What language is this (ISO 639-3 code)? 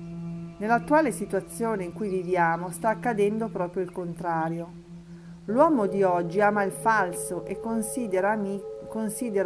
ita